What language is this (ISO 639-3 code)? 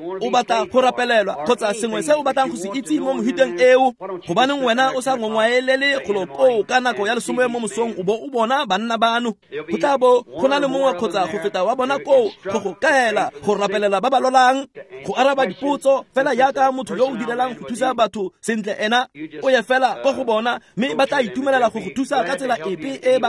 tsn